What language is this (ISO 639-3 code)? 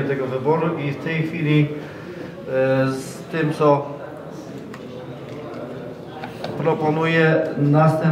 pol